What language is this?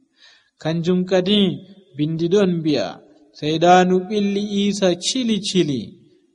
Nigerian Fulfulde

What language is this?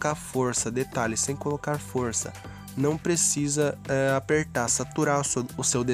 Portuguese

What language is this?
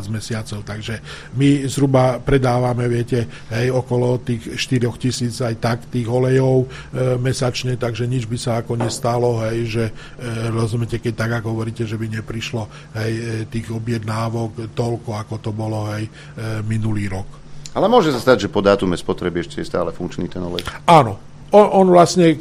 Slovak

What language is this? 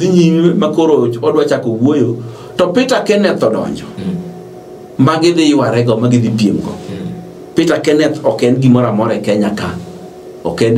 Luo (Kenya and Tanzania)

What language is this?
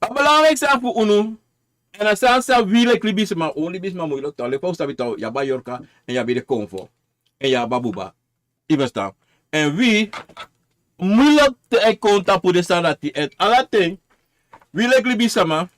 Sranan Tongo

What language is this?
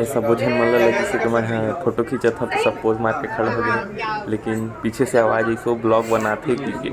Chhattisgarhi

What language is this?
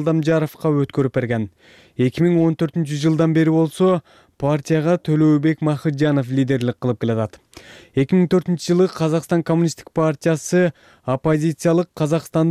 Kyrgyz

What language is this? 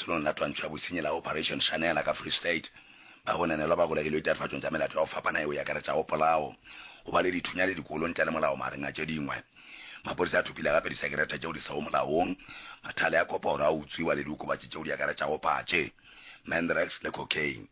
Northern Sotho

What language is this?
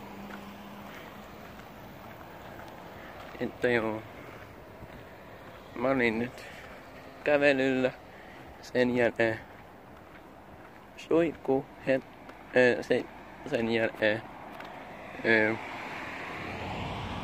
Finnish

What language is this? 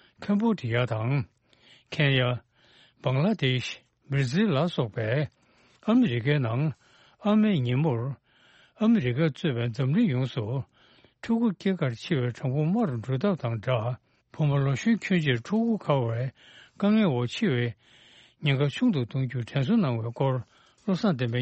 Tibetan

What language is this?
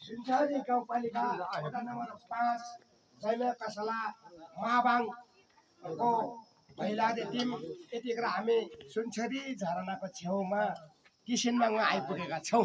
Nepali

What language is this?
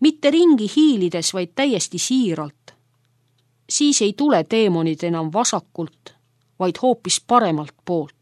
Estonian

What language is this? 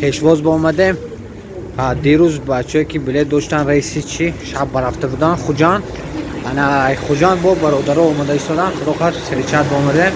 Tajik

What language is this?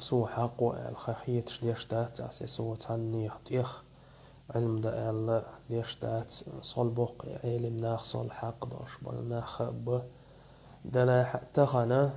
Chechen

